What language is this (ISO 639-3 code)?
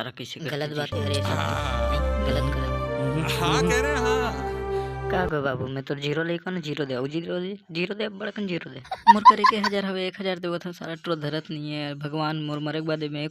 hne